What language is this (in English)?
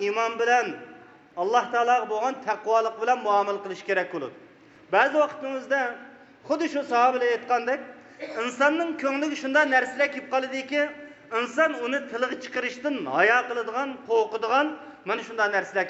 Uyghur